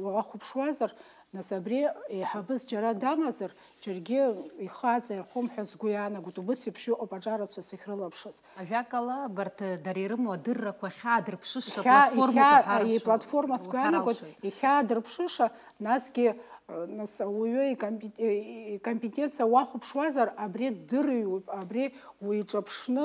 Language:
Abkhazian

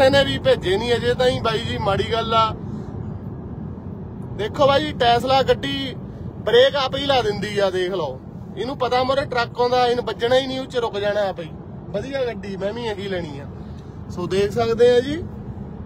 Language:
Punjabi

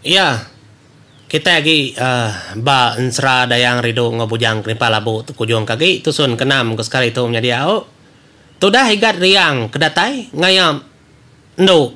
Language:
Iban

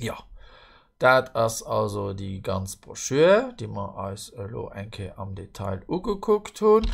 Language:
Luxembourgish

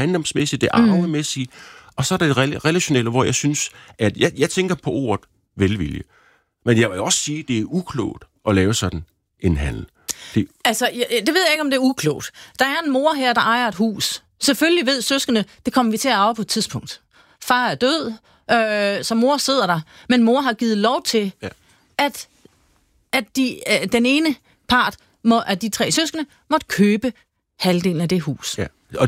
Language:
Danish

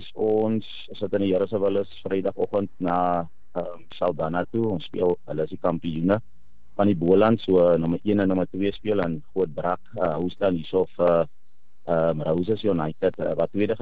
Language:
Afrikaans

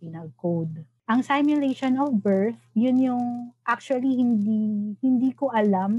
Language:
Filipino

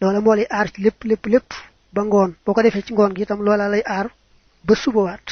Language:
Wolof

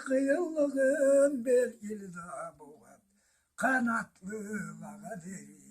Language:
Karachay-Balkar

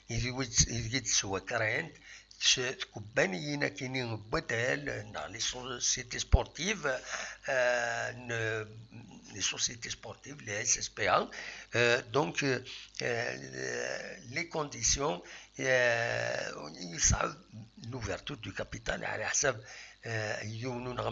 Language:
Kabyle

